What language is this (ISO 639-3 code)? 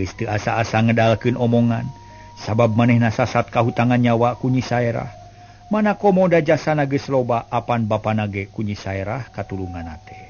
sun